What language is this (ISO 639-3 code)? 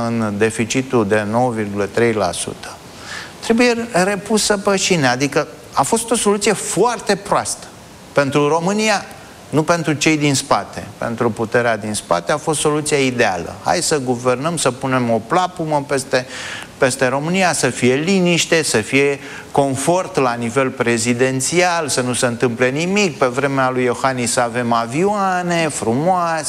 ron